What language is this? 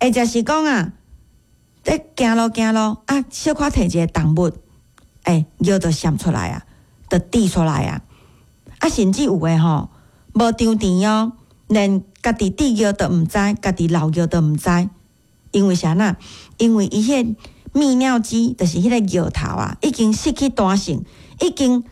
Min Nan Chinese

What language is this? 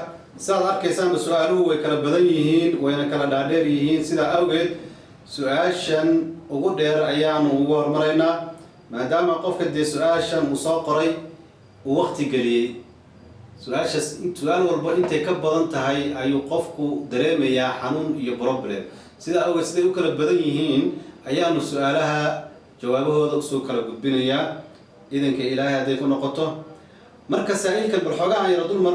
Somali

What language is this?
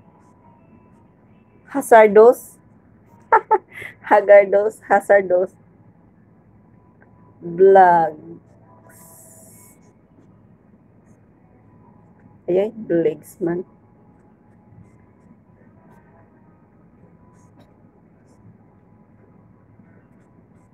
Filipino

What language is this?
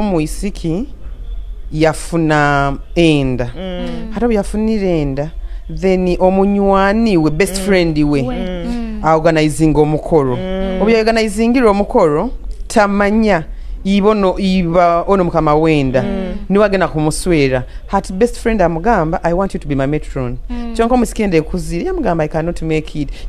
Nyoro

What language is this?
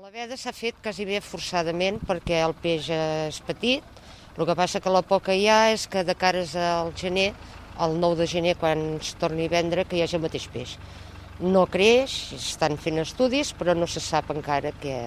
Catalan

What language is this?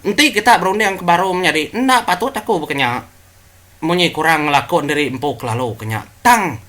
Iban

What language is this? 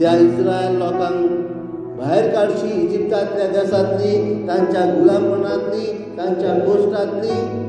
Konkani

